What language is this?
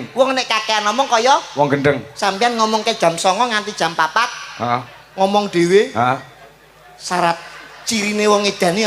Javanese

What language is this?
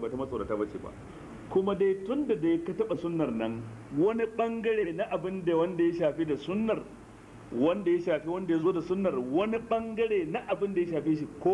Hausa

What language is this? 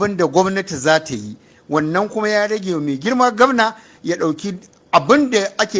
Hausa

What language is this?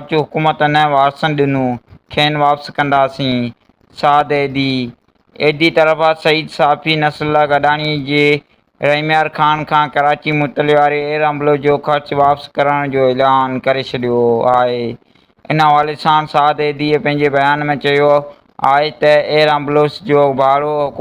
Sindhi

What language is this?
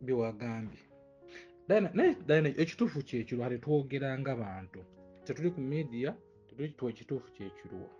Ganda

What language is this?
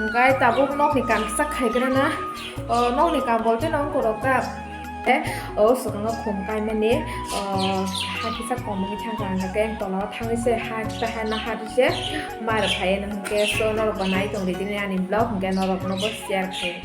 Kok Borok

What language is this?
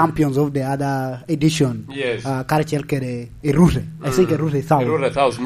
Lango (Uganda)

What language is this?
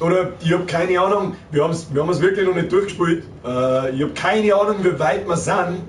Bavarian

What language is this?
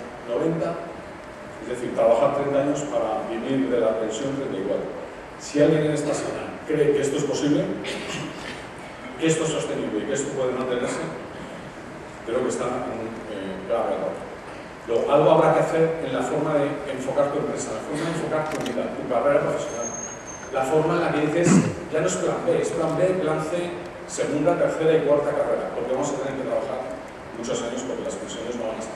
Spanish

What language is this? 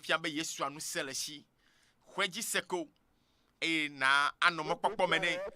Ewe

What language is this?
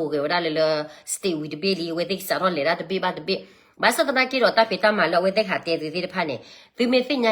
S'gaw Karen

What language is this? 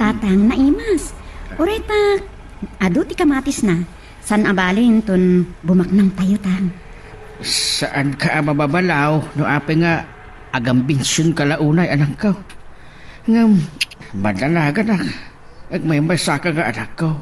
Iloko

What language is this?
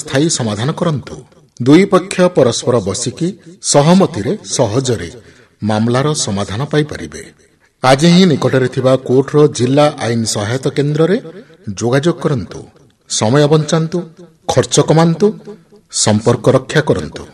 Odia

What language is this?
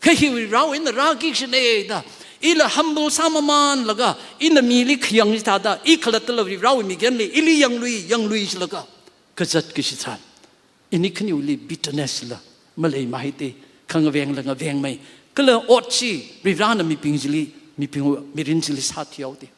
Tangkhul Naga (India)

